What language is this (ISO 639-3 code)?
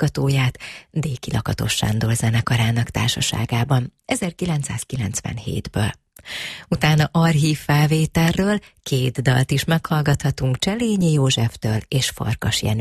hun